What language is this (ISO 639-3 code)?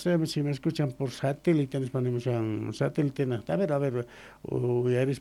quh